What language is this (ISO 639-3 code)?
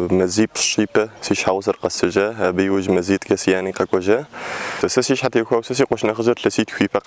kbd